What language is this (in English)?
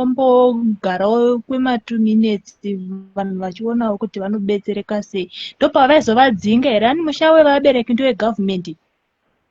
Shona